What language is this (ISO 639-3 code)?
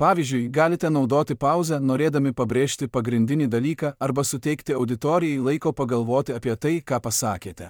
lit